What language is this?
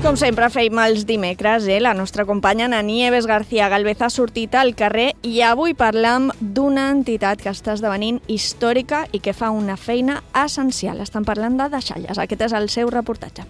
Catalan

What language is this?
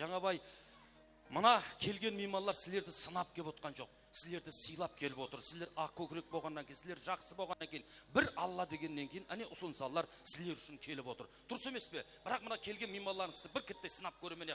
Kara-Kalpak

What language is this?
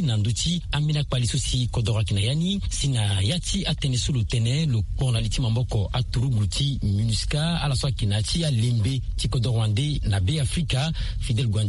Sango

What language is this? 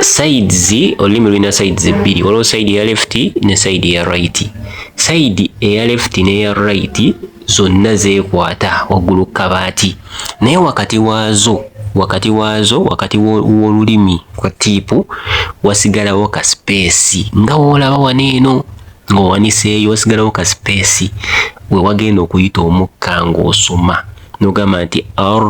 Ganda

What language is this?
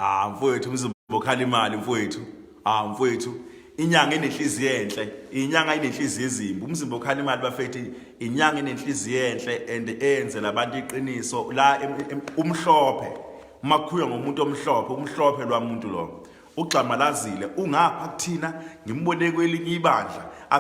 Zulu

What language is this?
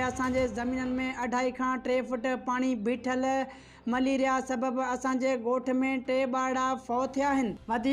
Sindhi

